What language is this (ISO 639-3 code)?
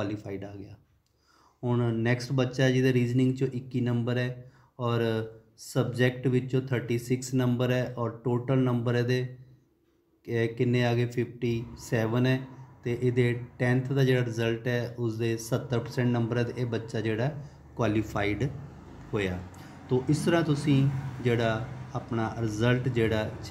pan